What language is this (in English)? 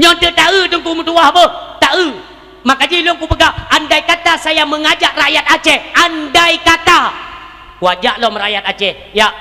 Achinese